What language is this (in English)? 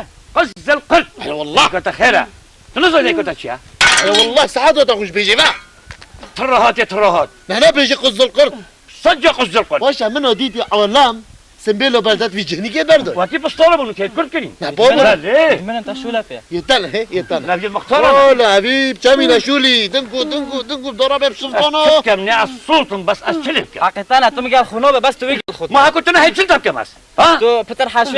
Kurdish